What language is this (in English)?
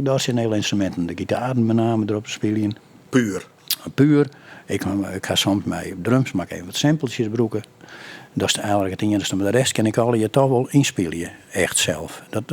Western Frisian